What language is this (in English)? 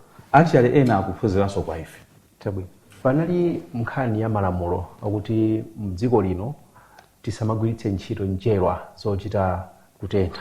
Nyanja